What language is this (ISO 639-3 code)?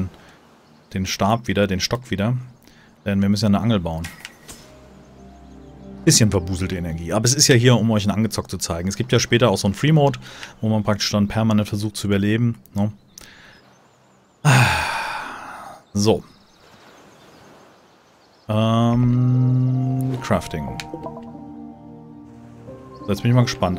deu